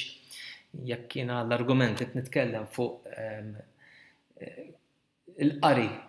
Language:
Maltese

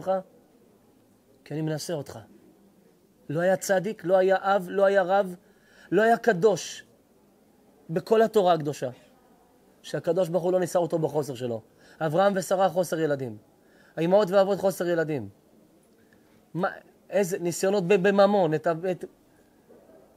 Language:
Hebrew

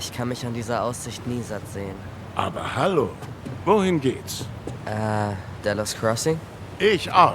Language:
Swiss German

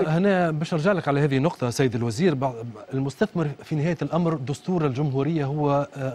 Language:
Tunisian Arabic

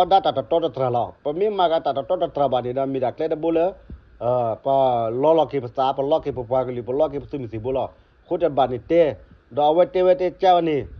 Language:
S'gaw Karen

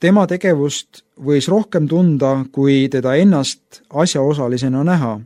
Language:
Estonian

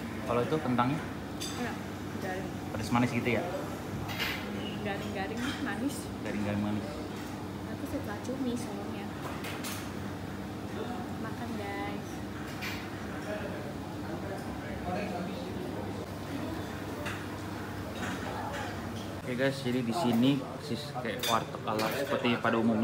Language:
Indonesian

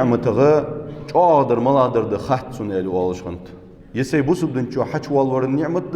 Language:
Ingush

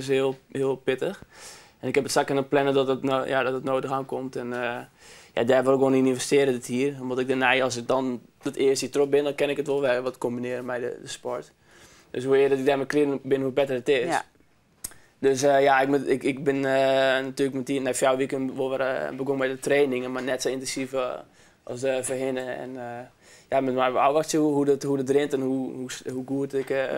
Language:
Western Frisian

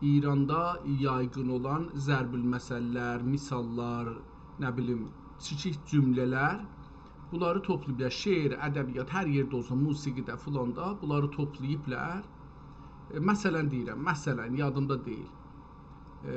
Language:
South Azerbaijani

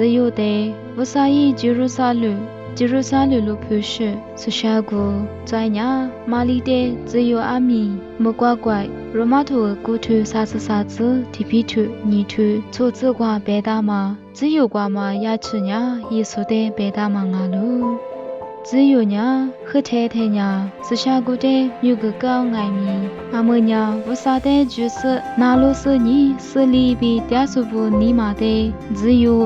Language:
Lisu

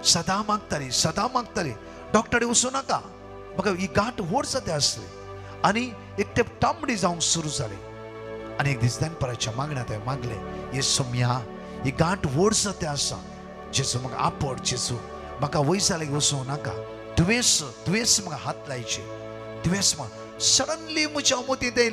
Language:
Konkani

